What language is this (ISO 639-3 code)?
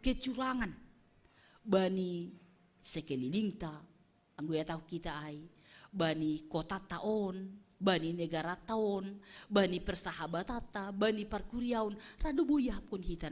bts